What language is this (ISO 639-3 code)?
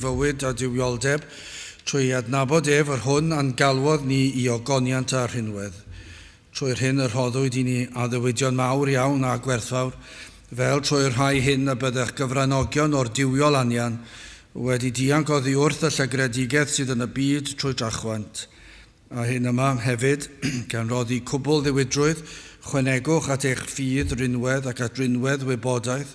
cym